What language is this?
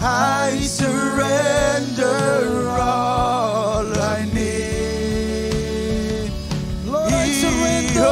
Marshallese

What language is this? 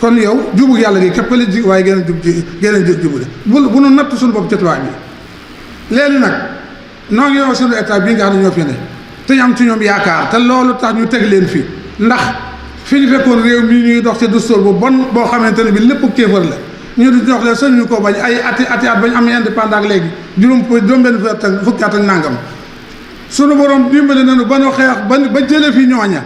Wolof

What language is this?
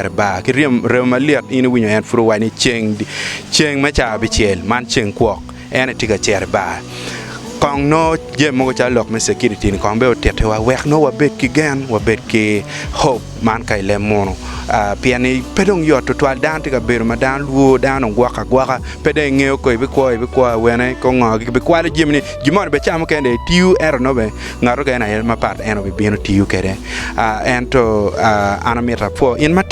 Acoli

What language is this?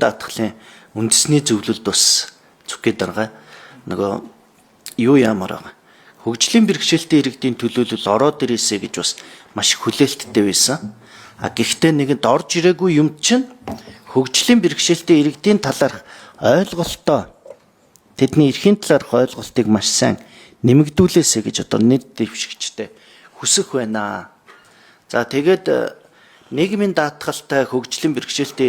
Mongolian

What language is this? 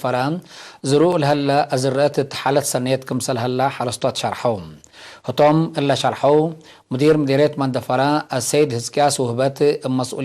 Tigre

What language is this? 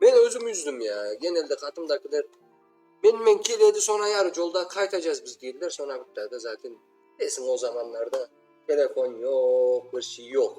Crimean Tatar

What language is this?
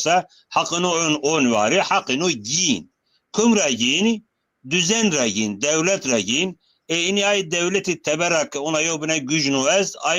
Zaza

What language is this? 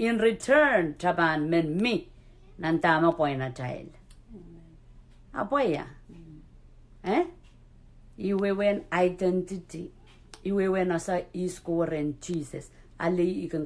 Pohnpeian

